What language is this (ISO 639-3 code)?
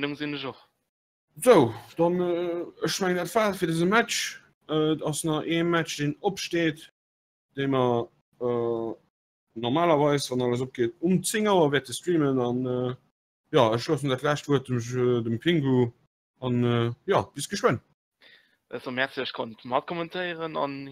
ltz